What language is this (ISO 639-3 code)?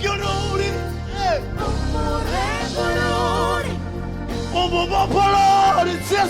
ven